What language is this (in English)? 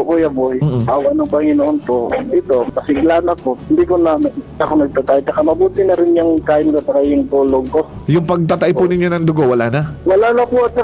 Filipino